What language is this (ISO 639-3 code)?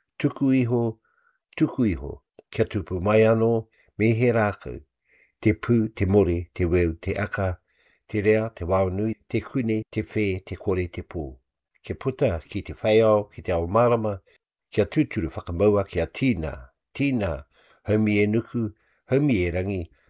mri